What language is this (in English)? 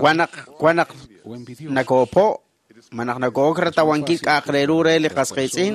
Kekchí